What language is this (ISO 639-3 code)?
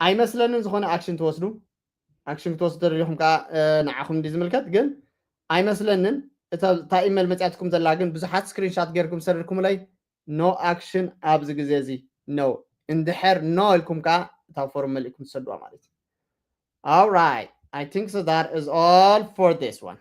tir